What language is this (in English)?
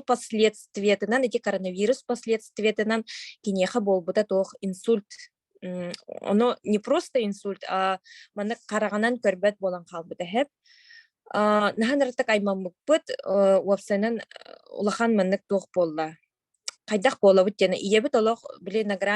Yakut